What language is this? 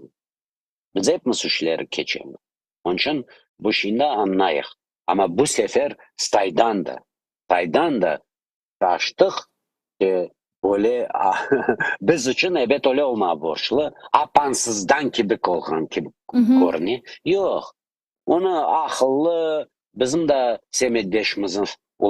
Crimean Tatar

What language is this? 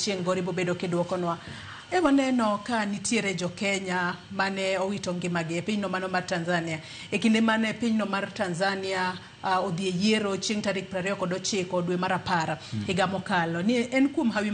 Luo (Kenya and Tanzania)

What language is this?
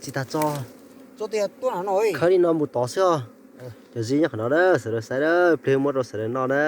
Hmong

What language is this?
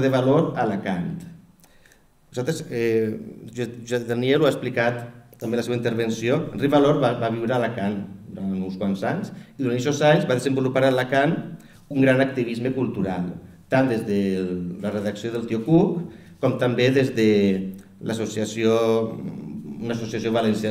Catalan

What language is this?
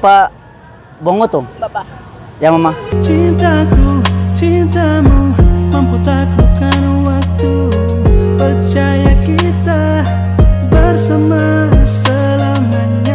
Ambonese Malay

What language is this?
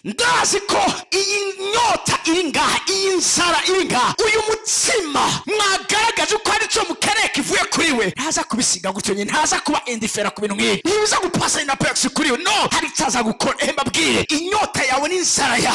Rundi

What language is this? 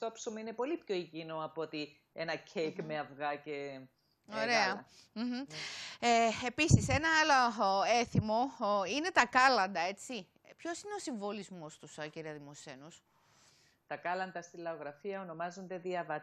Greek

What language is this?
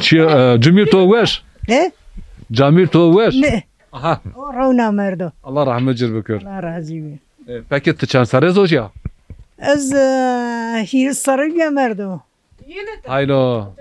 Zaza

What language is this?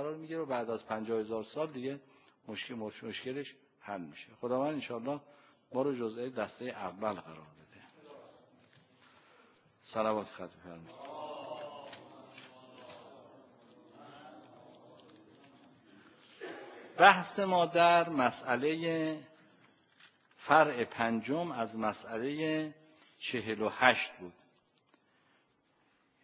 Persian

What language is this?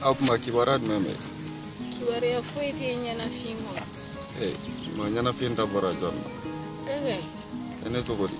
Bambara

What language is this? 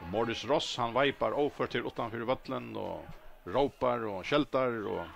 Faroese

